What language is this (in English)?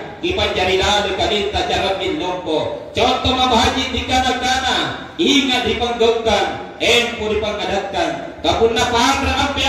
Makasar